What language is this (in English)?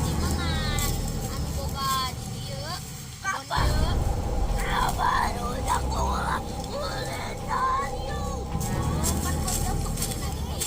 Sundanese